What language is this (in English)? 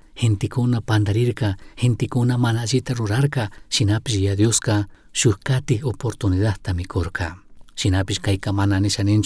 Chimborazo Highland Quichua